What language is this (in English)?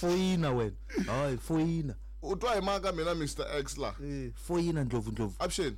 Tsonga